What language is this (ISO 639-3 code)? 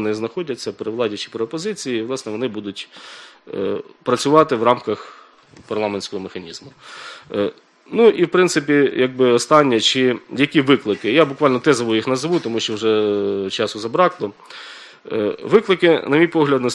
ukr